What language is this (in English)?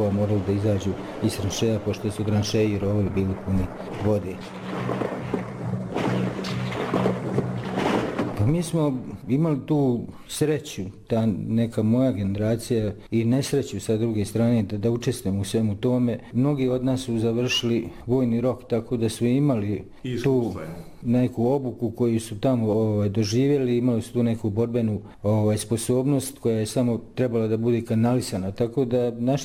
Bosnian